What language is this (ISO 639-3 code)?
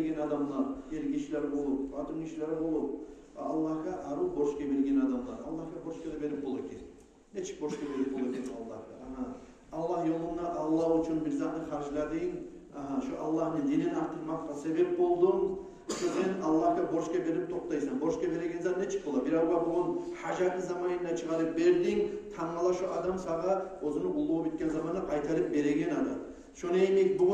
kum